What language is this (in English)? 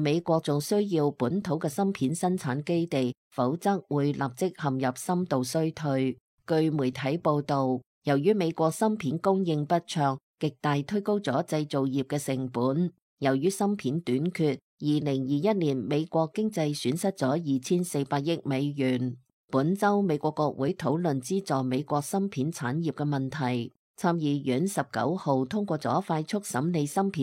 Cantonese